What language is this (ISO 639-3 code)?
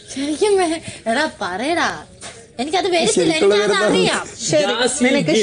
mal